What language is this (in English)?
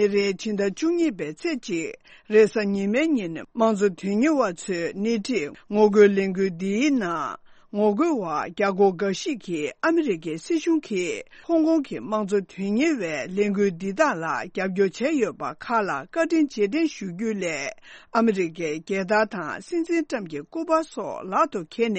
Tibetan